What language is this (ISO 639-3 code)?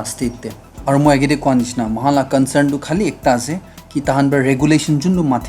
nag